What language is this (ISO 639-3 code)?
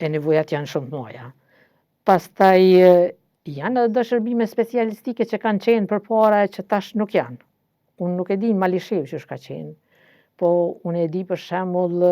sqi